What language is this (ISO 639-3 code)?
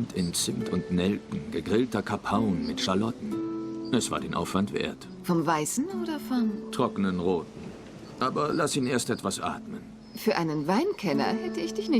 gsw